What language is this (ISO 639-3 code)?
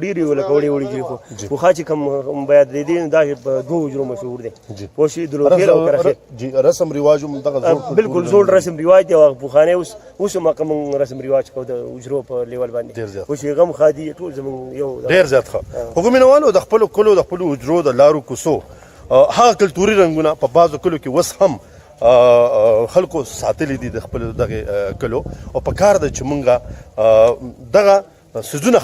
pus